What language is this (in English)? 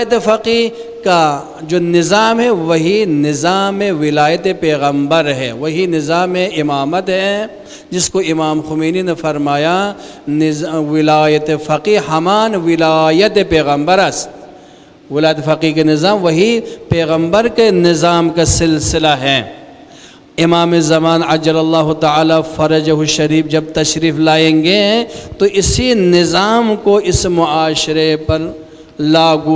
Urdu